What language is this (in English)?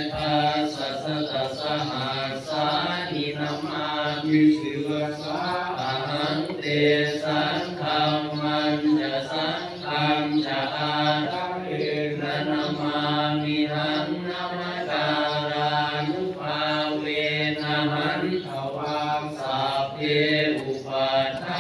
Pali